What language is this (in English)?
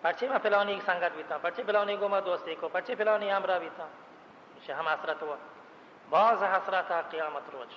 Baluchi